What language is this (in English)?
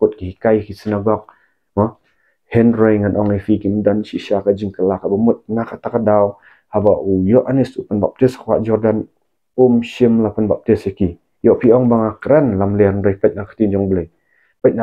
Khasi